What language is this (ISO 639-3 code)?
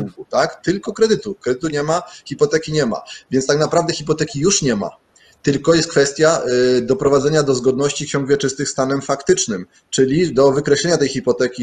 pol